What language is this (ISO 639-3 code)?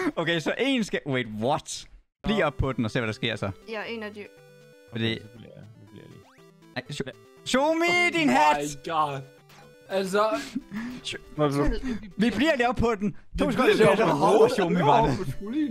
dan